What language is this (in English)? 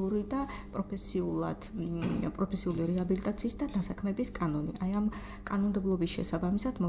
Georgian